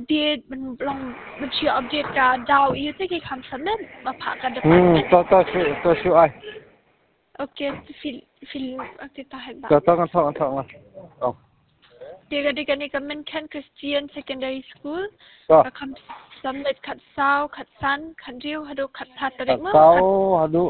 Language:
Khasi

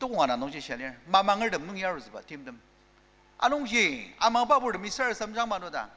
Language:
Ao Naga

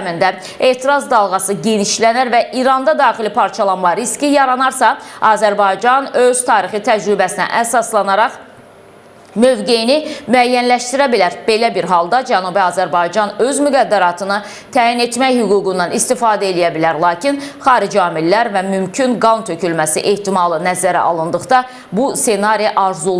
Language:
Azerbaijani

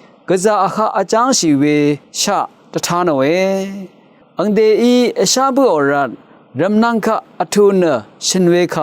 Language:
Rawang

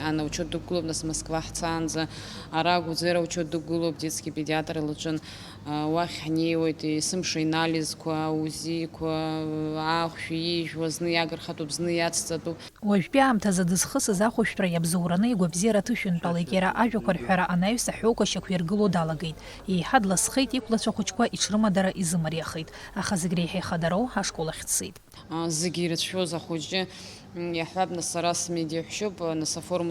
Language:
Abkhazian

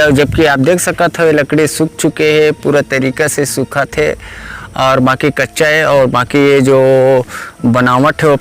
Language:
Chhattisgarhi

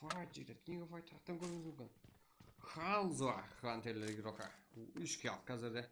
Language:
Kara-Kalpak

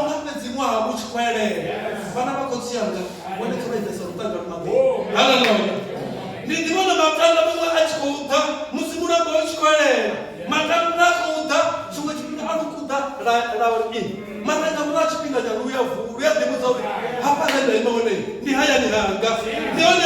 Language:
Venda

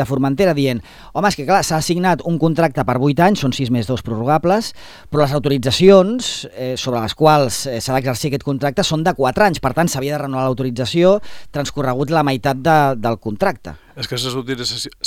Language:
Catalan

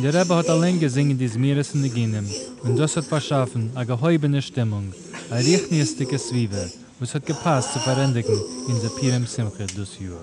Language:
Yiddish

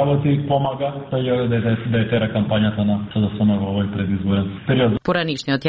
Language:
Macedonian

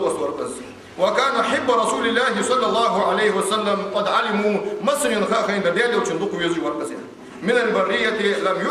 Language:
Ingush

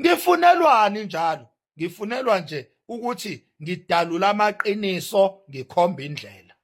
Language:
Zulu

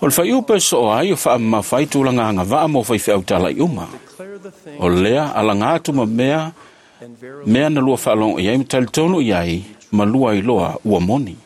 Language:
Samoan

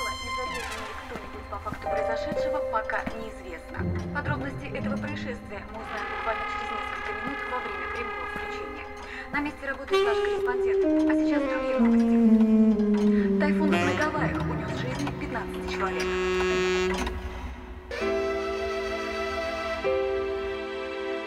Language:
Russian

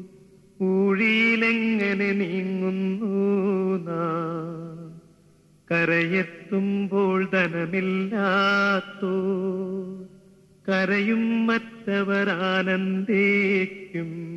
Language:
Malayalam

